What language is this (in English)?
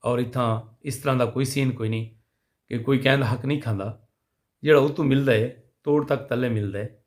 Saraiki